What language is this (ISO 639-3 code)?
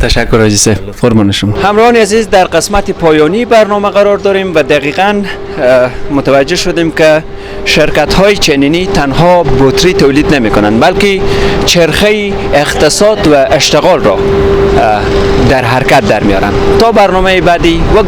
fas